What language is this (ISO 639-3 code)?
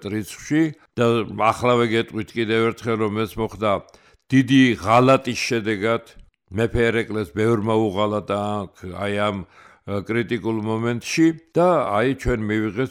kat